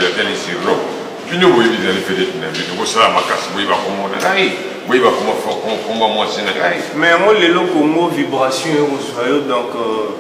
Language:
Lingala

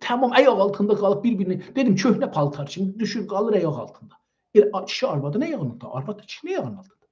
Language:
South Azerbaijani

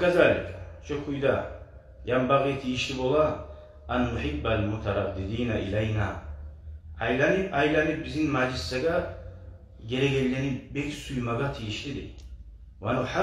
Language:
Kumyk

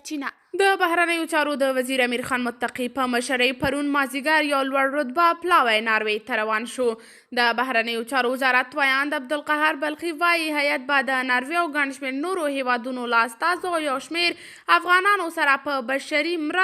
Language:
Pashto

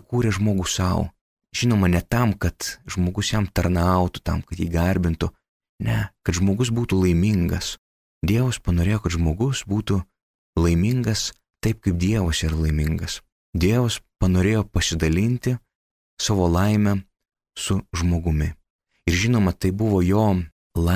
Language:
Lithuanian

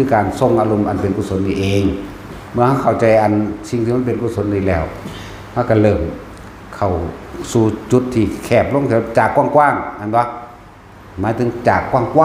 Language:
Northeastern Thai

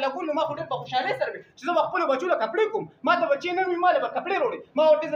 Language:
Pashto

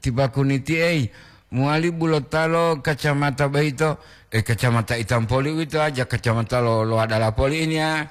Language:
Gorontalo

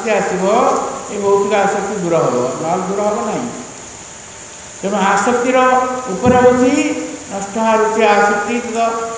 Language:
Odia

